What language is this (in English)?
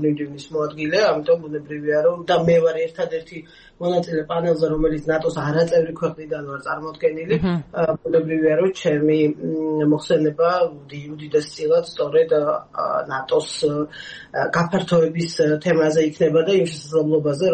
Georgian